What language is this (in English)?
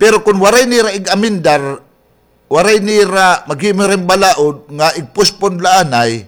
Waray